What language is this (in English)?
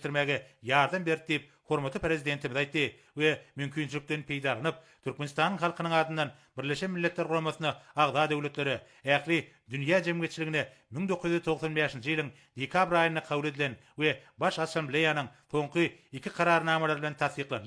Turkmen